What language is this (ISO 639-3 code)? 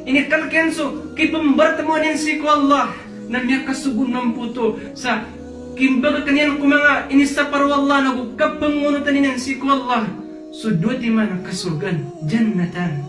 mrw